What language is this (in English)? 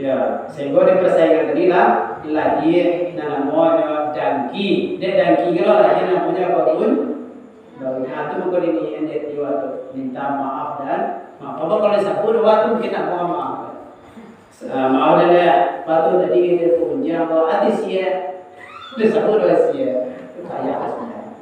Minangkabau